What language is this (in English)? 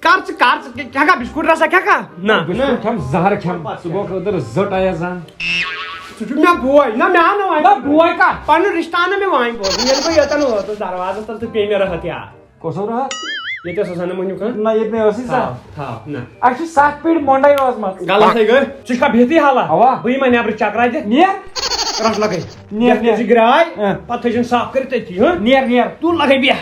Kashmiri